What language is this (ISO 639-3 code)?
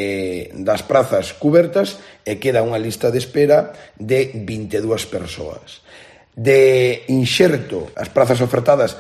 glg